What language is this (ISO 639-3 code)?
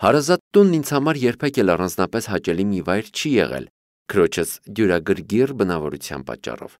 hye